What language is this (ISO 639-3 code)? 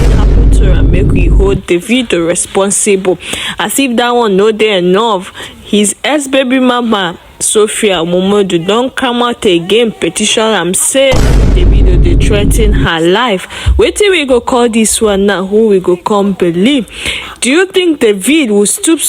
pcm